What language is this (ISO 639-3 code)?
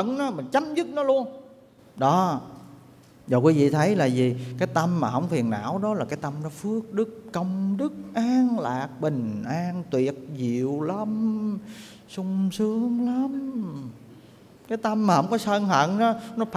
vie